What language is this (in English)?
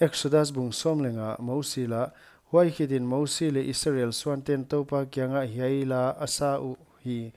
Paite Chin